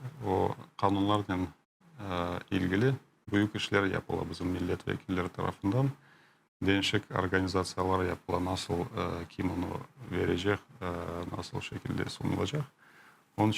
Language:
Crimean Tatar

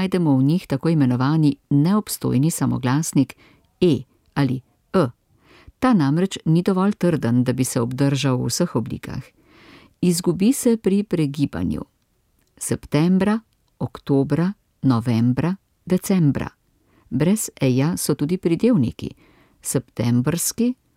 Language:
Slovenian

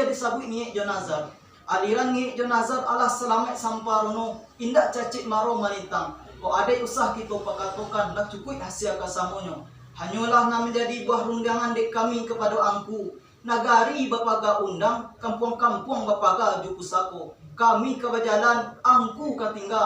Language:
Minangkabau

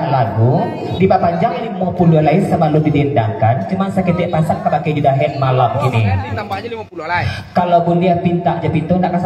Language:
Minangkabau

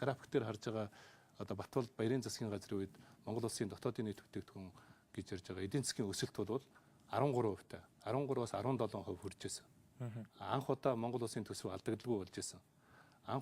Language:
Mongolian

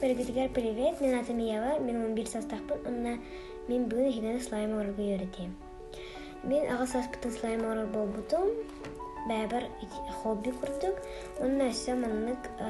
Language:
Yakut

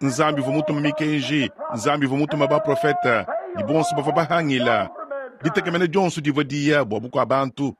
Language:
Luba-Lulua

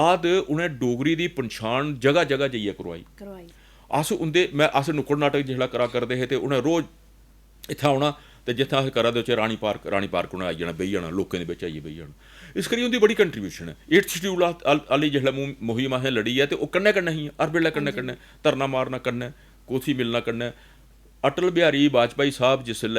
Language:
Dogri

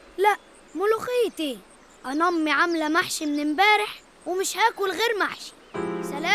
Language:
Egyptian Arabic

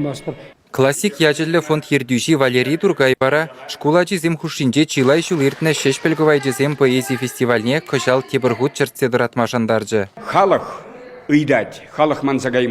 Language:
Chuvash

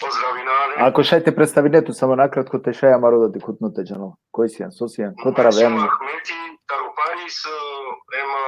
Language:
Balkan Romani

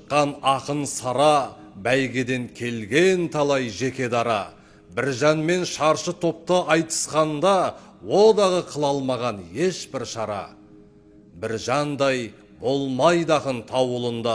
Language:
Kazakh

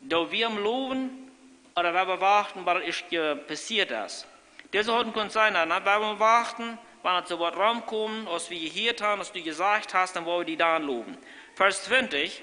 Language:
Plautdietsch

